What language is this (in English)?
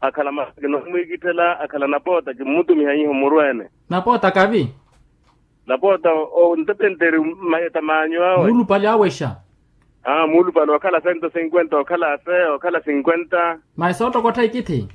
Makhuwa